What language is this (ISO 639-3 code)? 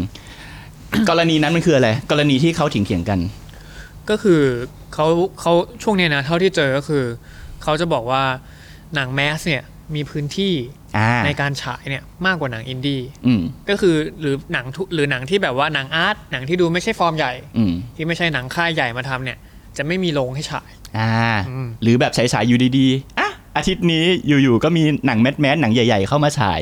tha